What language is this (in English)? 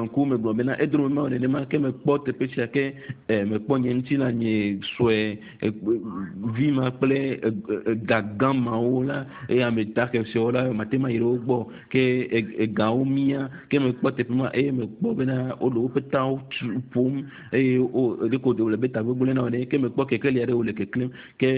Ewe